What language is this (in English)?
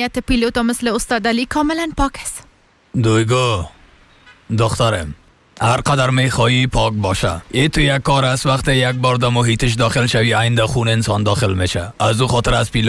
Persian